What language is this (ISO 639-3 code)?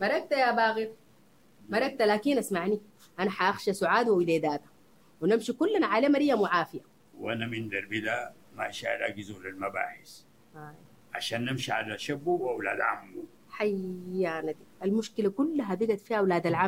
apd